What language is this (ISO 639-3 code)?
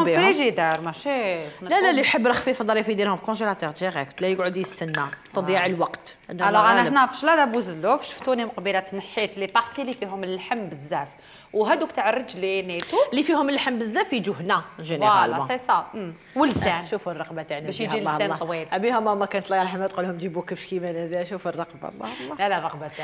arq